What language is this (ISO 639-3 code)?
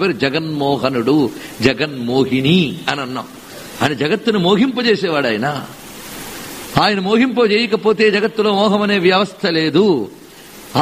tel